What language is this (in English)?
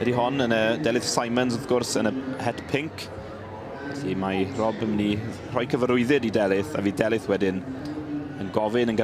Welsh